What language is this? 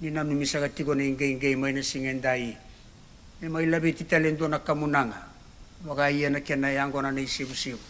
Fijian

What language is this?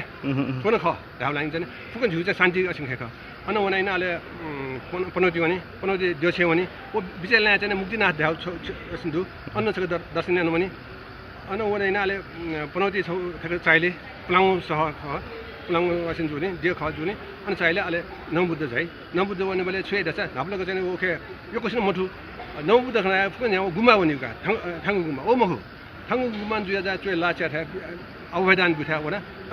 Newari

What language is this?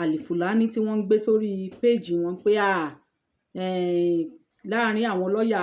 Yoruba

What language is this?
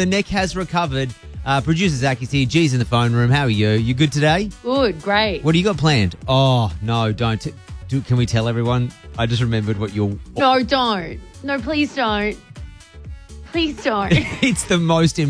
English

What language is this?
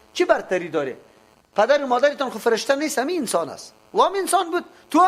Persian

